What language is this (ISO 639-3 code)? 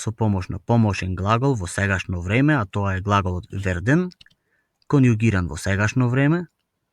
mkd